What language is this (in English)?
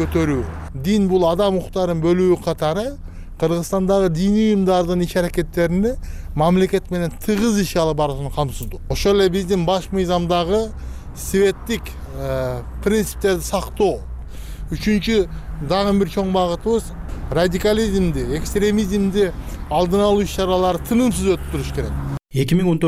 Kyrgyz